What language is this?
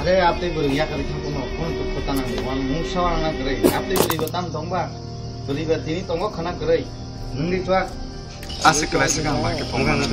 Kok Borok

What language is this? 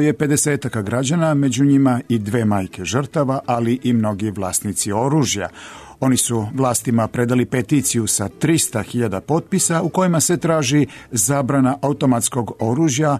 Serbian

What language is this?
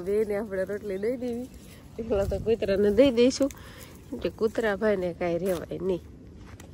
Gujarati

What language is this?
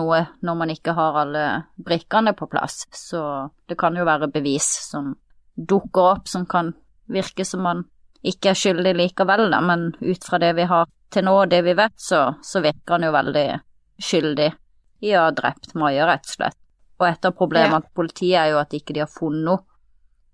Norwegian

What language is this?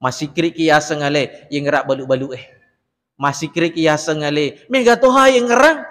Buginese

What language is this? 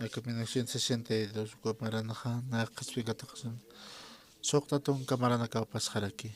Aymara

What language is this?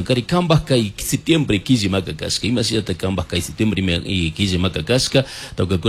Chimborazo Highland Quichua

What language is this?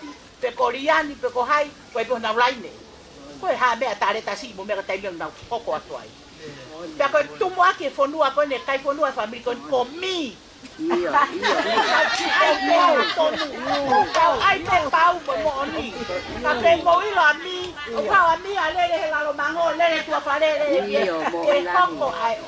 Tongan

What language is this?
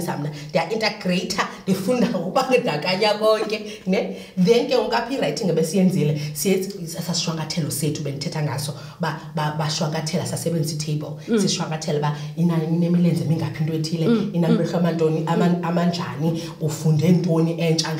Xhosa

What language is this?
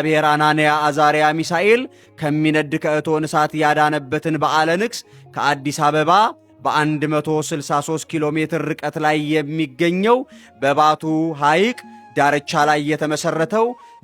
Amharic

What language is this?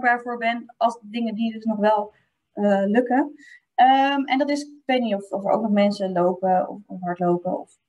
Dutch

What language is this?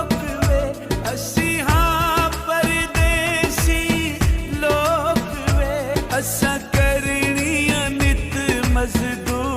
Pahari-Potwari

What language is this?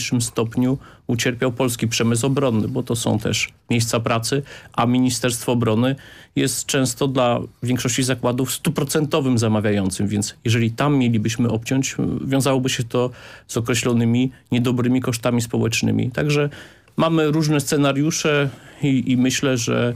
Polish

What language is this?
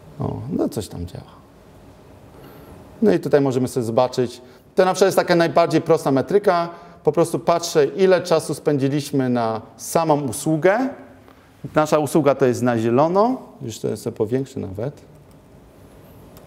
Polish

